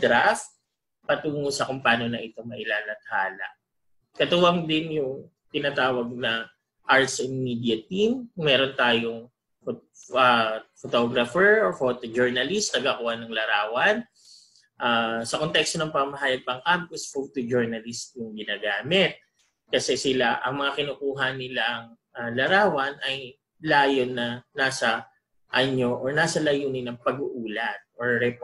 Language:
Filipino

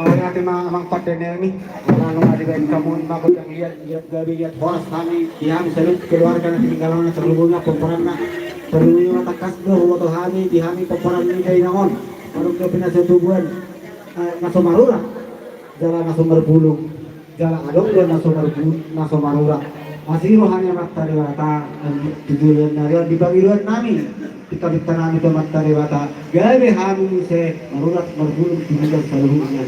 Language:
Batak Toba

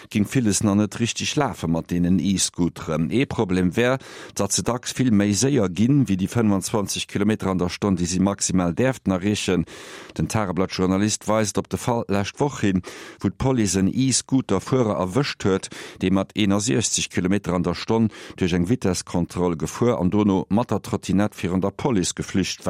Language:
Luxembourgish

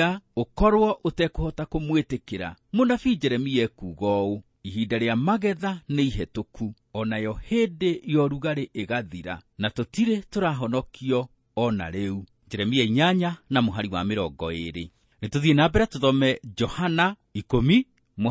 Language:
Kikuyu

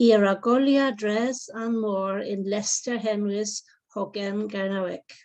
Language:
Cornish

